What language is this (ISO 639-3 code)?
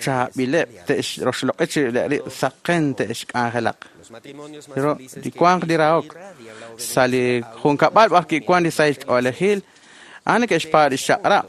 kek